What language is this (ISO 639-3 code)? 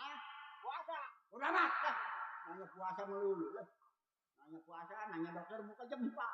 bew